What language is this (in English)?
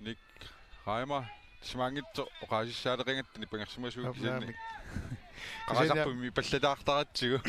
Kalaallisut